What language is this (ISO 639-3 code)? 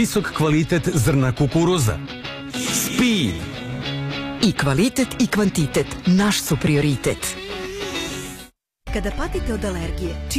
srp